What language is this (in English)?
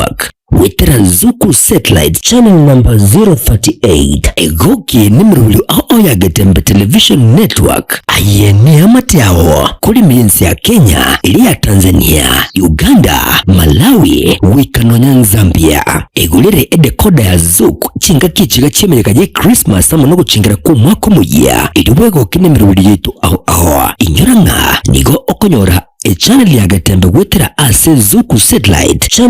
Gusii